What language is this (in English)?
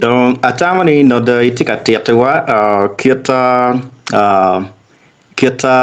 Acoli